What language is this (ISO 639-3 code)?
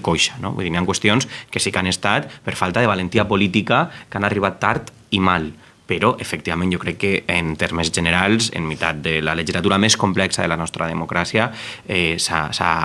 cat